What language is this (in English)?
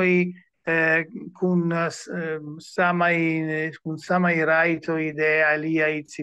Esperanto